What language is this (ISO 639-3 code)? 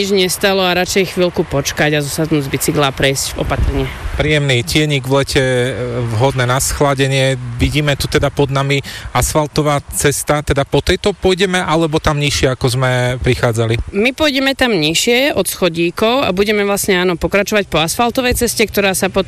slk